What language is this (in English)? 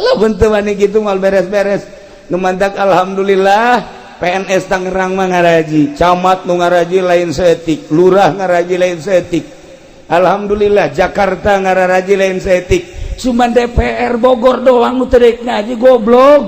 Sundanese